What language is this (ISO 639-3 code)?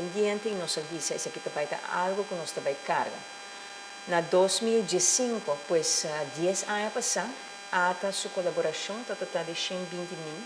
pap